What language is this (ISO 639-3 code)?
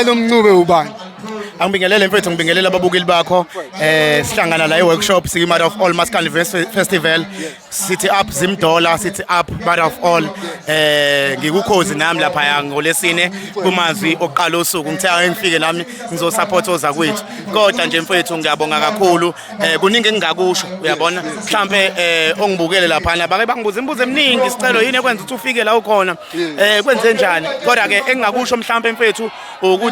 zul